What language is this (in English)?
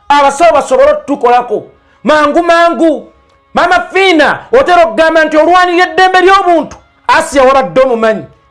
Ganda